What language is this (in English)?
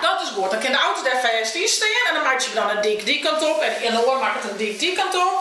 Western Frisian